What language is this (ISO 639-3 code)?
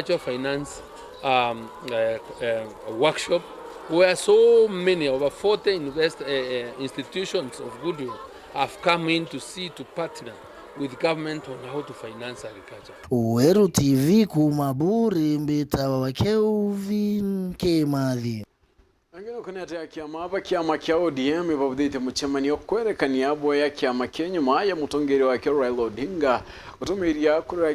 mer